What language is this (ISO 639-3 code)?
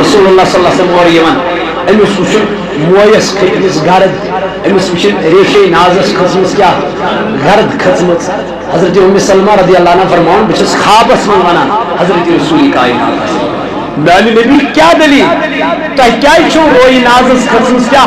kas